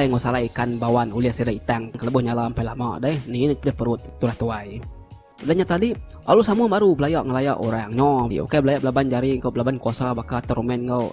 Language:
Iban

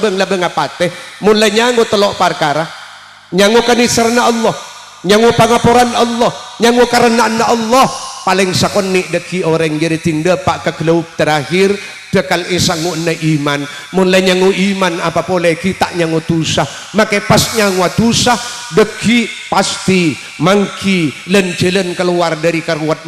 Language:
Madurese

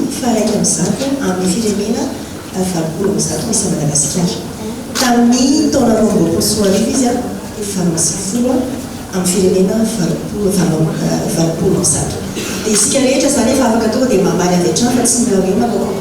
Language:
Malagasy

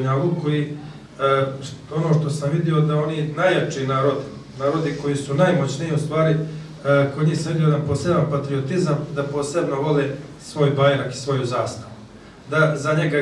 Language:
Bosnian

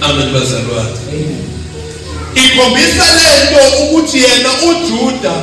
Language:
Zulu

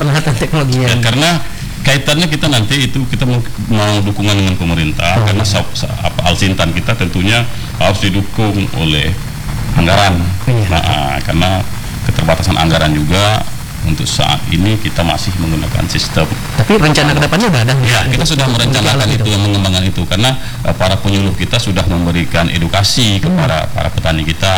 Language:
Indonesian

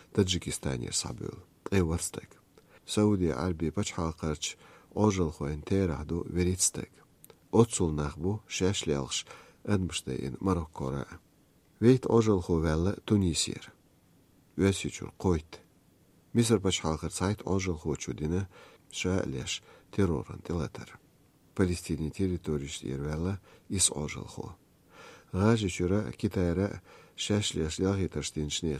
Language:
Chechen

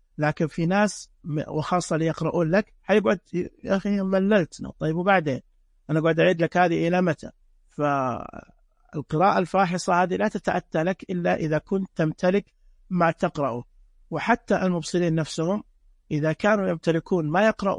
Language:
Najdi Arabic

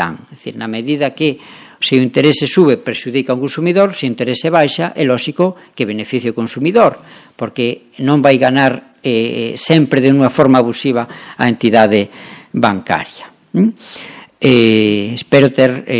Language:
Galician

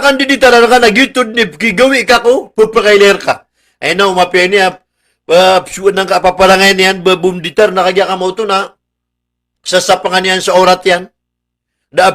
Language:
Maranao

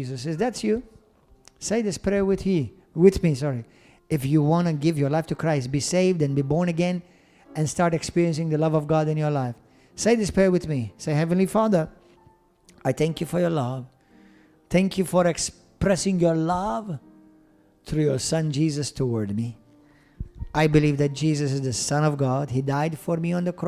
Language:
English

